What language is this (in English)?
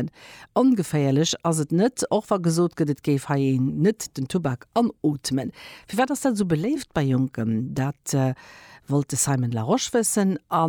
Luxembourgish